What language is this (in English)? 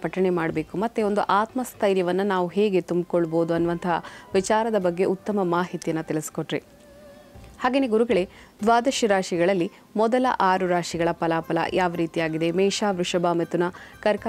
Kannada